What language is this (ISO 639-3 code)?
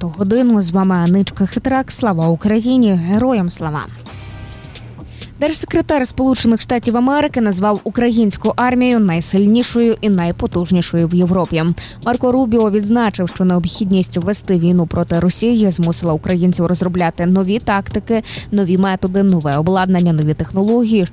ukr